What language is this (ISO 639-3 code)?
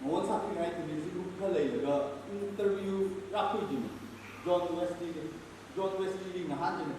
nmf